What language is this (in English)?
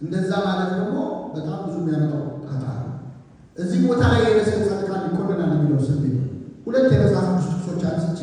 Amharic